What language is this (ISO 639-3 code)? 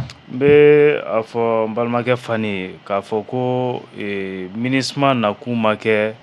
bam